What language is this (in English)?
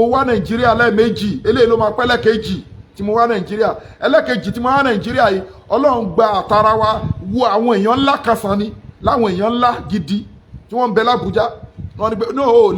Yoruba